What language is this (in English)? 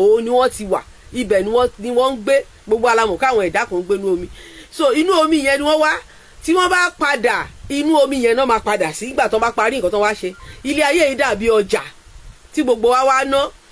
Yoruba